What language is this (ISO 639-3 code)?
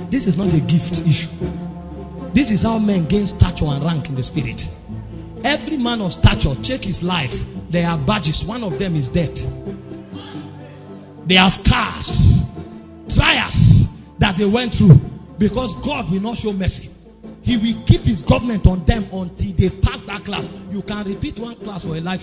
eng